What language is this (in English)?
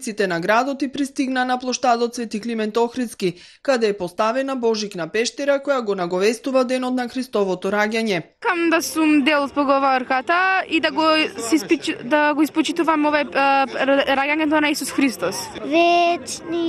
Macedonian